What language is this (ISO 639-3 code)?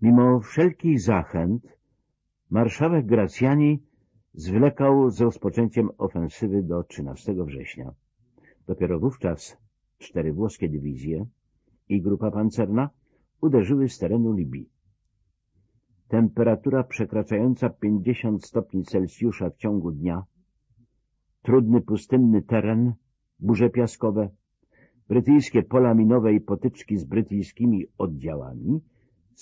pol